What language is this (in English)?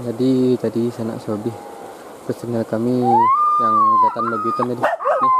Minangkabau